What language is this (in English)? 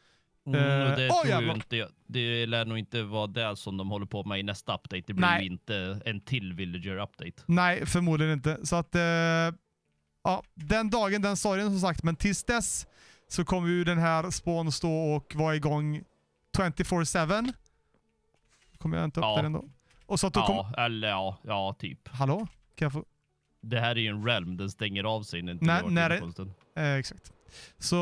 Swedish